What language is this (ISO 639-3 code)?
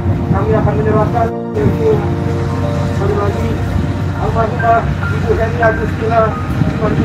ind